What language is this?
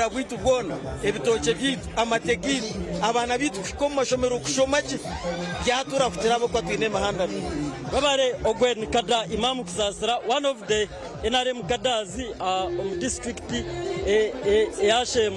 Nyankole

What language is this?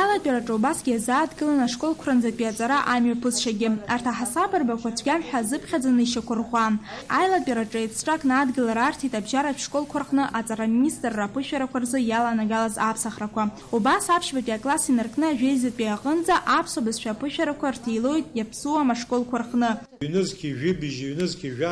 Abkhazian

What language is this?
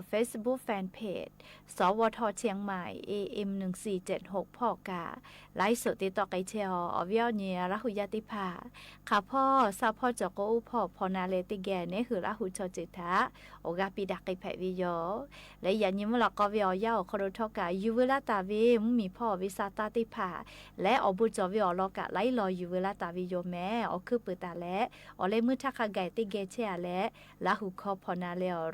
Lahu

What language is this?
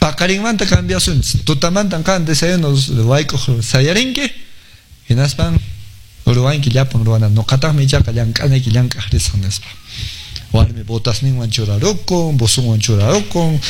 Quechua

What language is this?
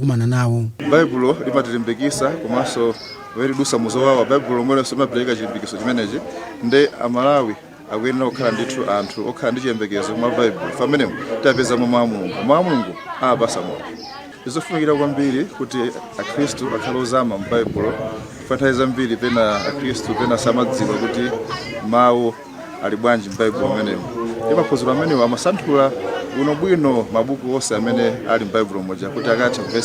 Nyanja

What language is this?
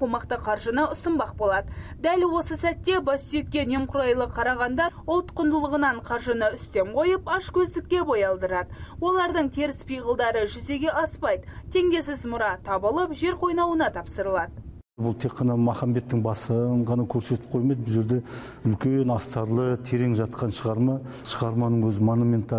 Kazakh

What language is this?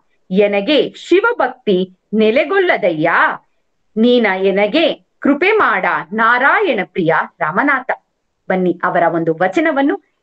Kannada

